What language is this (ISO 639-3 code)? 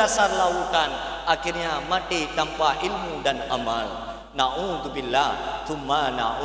ace